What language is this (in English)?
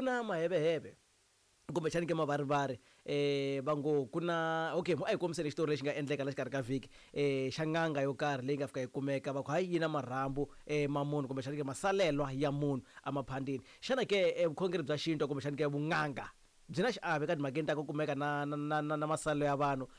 Tsonga